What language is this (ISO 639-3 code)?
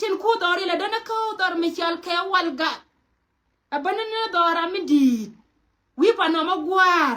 nus